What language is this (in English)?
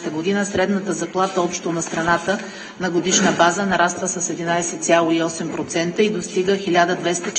Bulgarian